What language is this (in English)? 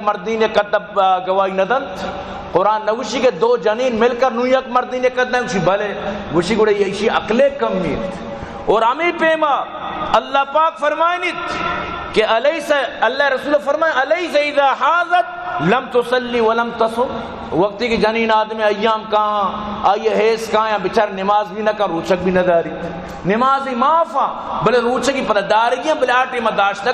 Baluchi